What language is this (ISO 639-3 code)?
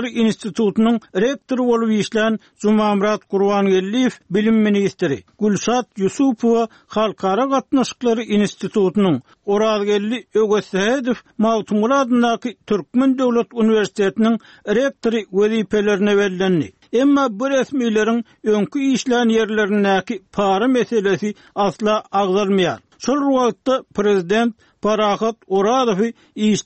tuk